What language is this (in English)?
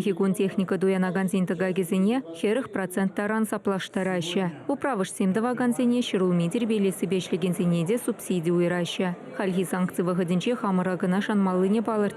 Chuvash